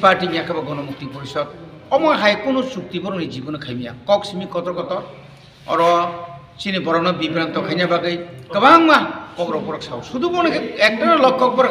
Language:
Kok Borok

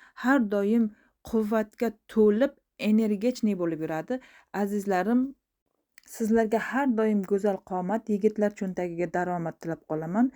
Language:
Uzbek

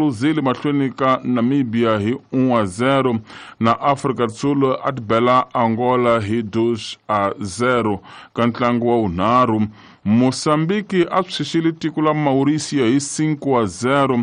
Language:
Tsonga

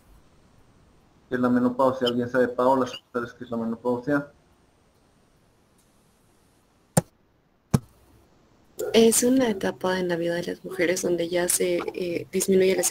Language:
Spanish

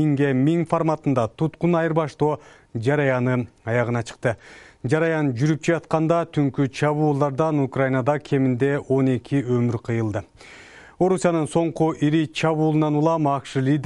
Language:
Kyrgyz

